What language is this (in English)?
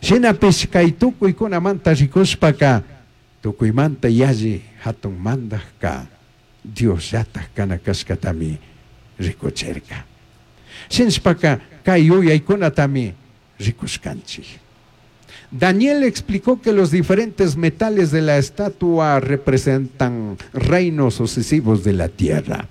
Chimborazo Highland Quichua